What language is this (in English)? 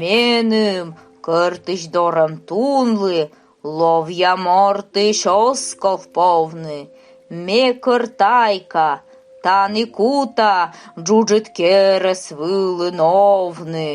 Komi